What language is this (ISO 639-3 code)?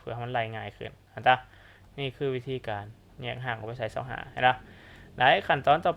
lao